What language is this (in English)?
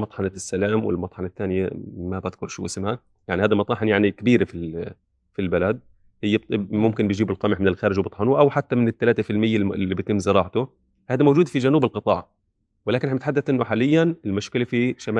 North Levantine Arabic